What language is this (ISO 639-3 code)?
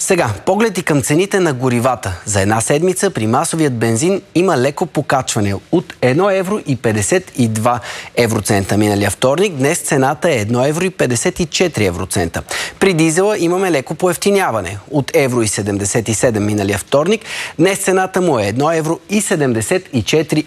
bul